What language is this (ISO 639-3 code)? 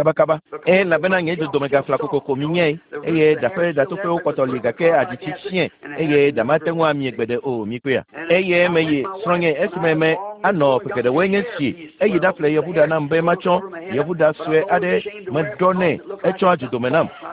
ewe